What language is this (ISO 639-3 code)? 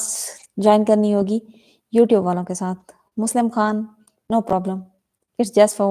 skr